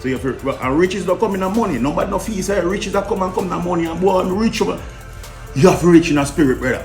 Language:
Jamaican Creole English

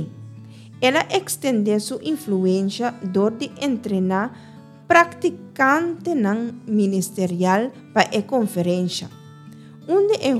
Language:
Papiamento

